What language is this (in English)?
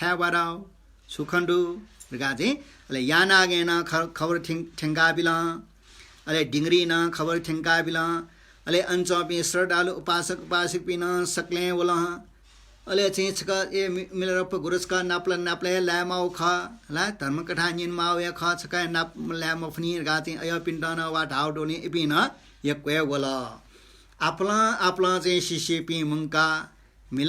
Newari